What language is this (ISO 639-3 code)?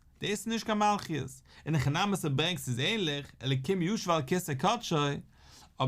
yid